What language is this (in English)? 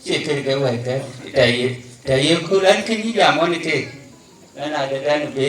Dinka